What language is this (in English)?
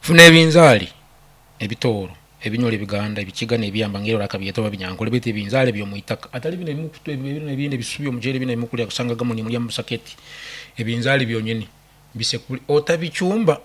Nyankole